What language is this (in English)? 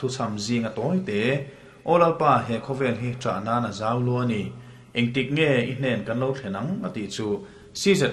Mizo